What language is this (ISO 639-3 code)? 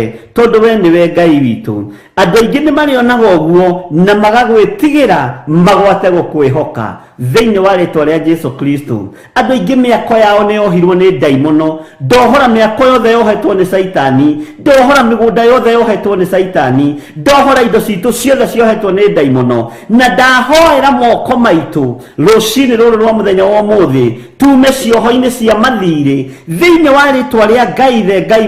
kik